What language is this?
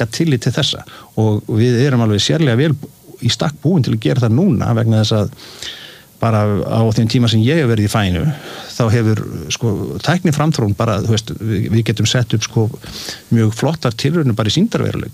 Icelandic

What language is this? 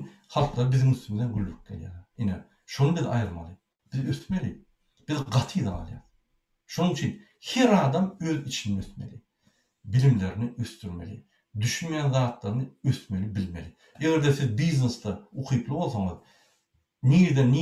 Turkmen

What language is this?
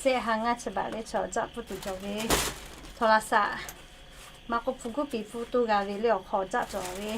Lahu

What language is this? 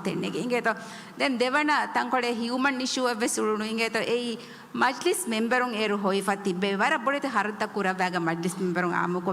Divehi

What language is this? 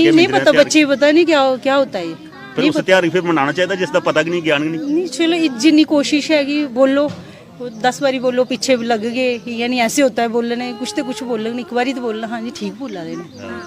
Dogri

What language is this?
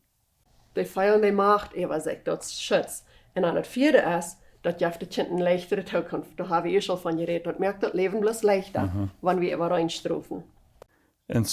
Plautdietsch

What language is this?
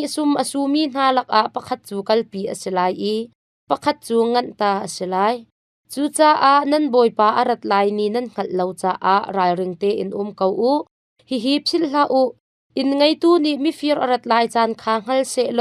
Hakha Chin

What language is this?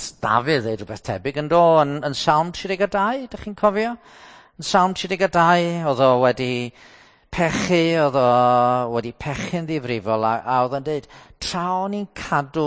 Welsh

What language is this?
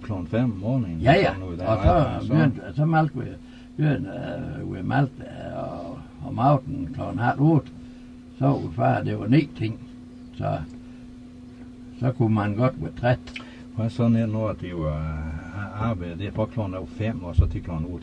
Danish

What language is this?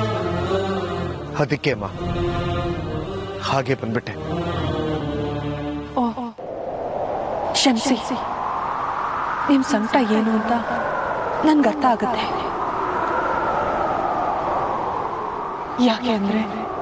Kannada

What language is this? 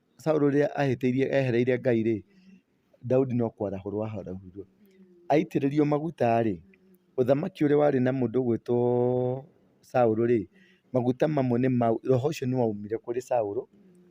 Kikuyu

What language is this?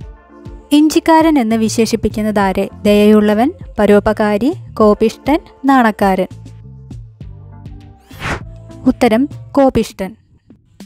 Malayalam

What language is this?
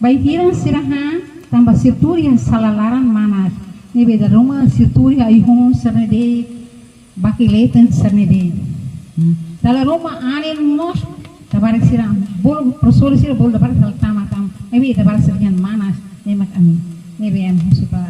Tetum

